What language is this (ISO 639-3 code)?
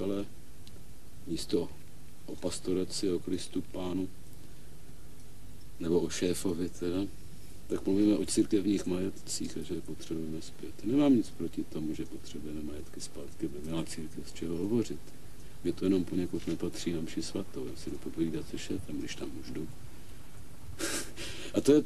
ces